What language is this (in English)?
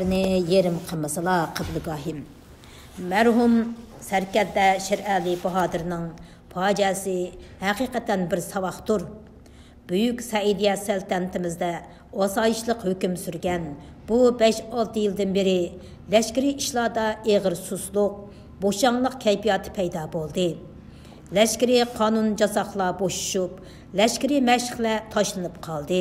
Uyghur